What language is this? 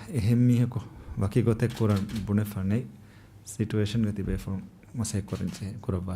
Divehi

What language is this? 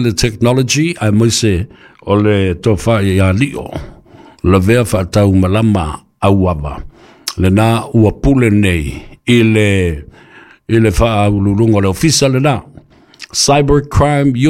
Samoan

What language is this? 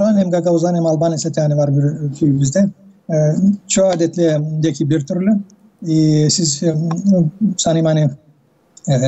Gagauz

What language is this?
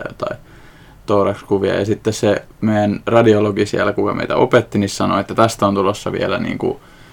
Finnish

